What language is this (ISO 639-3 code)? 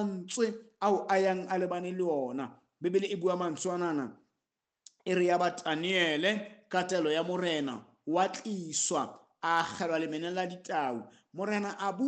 sot